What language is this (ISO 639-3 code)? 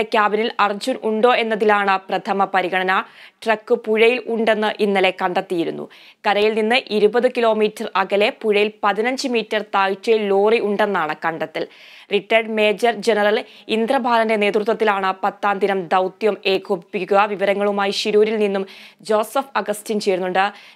mal